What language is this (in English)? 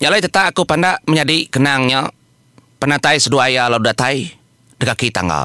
Iban